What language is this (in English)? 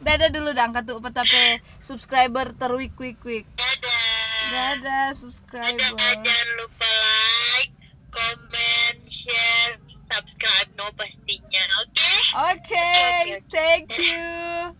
Manado Malay